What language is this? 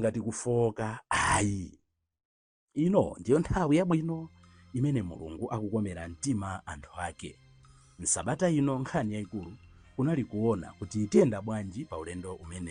Nyanja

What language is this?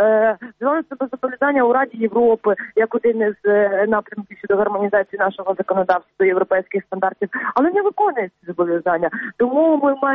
Ukrainian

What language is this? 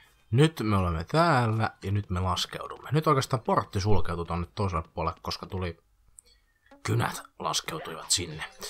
Finnish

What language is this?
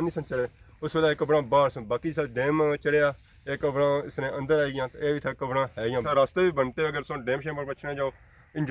Pahari-Potwari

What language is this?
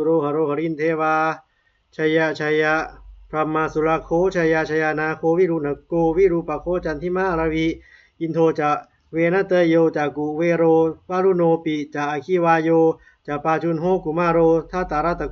Pali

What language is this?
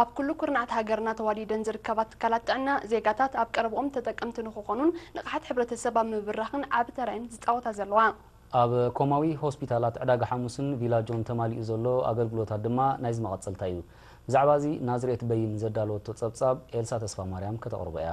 Tigrinya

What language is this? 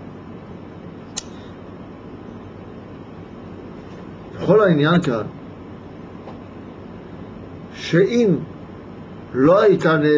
Hebrew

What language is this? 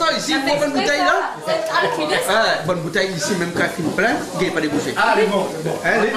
Réunion Creole French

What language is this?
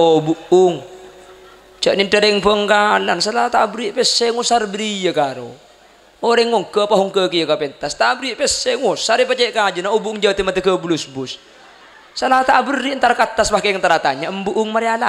Madurese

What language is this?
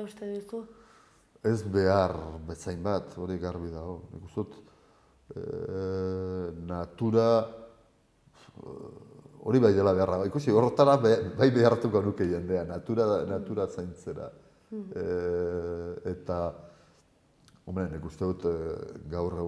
Basque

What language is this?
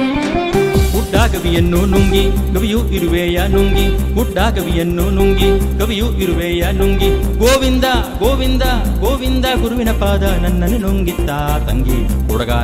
Kannada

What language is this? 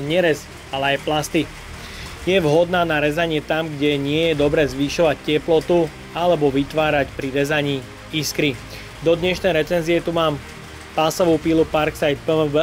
Slovak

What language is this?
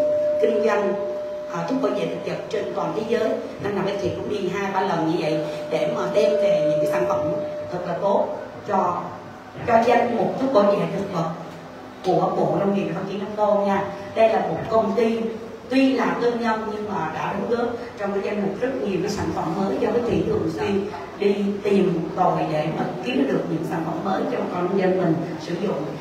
Vietnamese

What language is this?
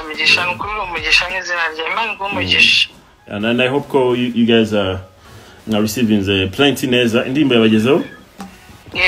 Kinyarwanda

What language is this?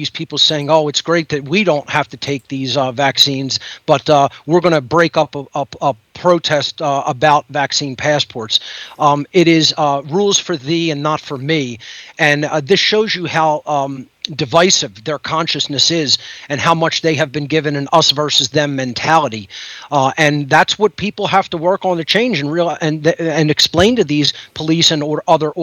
English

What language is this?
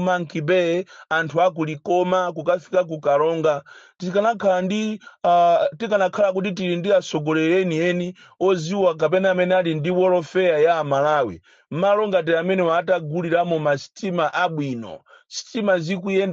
Nyanja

